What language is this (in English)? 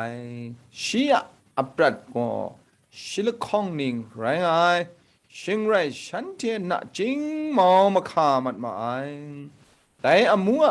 Kachin